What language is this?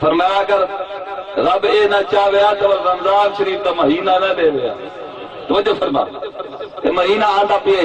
Saraiki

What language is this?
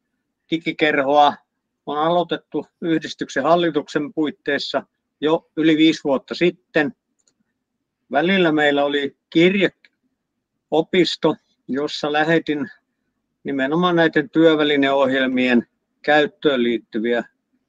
Finnish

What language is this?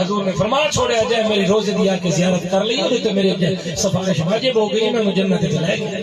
Saraiki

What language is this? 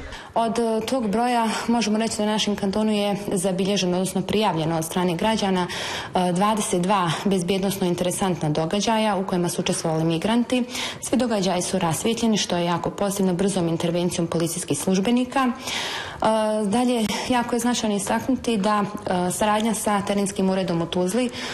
Bosnian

